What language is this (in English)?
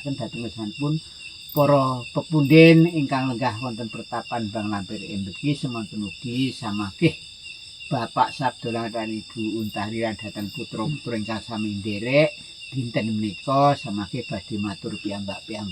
Javanese